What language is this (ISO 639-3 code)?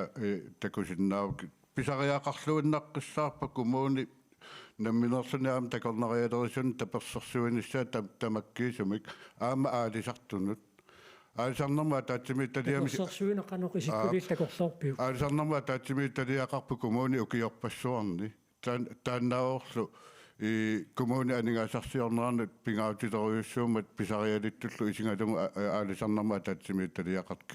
kal